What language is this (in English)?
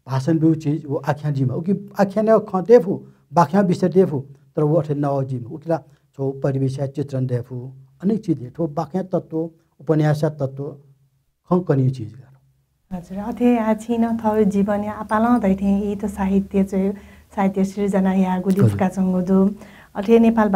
Newari